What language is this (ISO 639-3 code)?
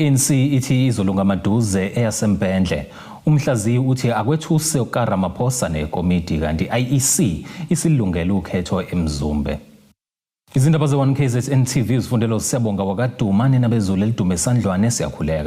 zul